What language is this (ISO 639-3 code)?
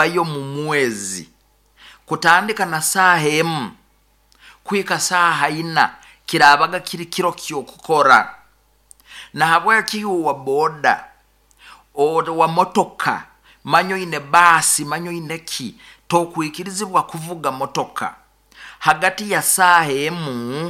nyo